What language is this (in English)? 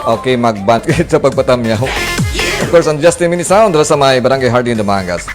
Hiligaynon